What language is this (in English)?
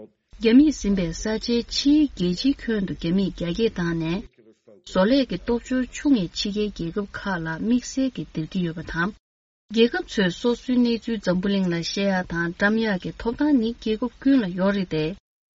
Tibetan